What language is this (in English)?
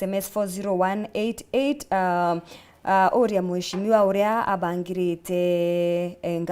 Meru